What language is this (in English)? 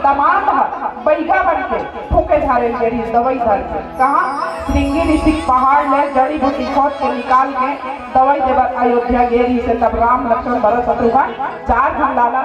Chhattisgarhi